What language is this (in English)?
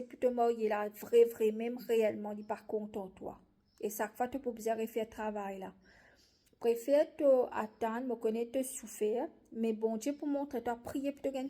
Morisyen